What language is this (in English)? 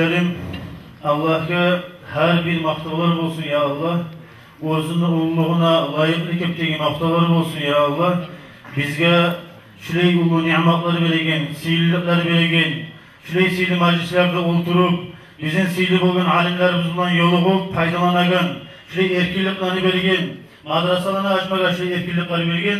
Kumyk